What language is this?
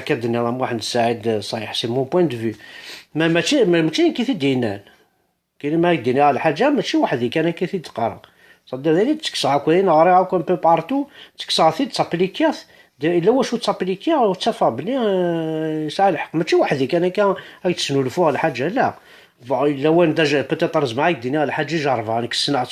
Kabyle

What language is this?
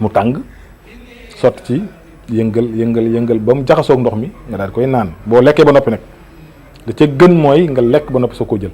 Wolof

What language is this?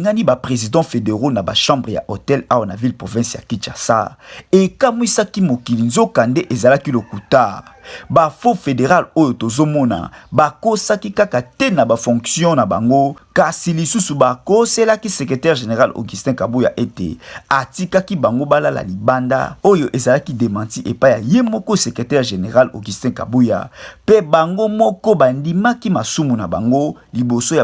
Lingala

